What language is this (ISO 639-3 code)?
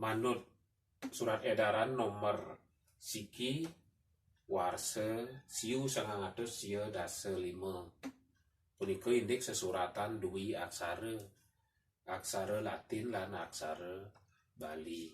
ban